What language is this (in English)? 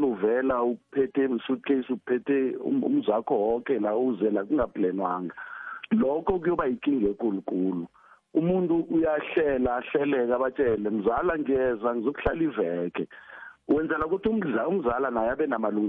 South Ndebele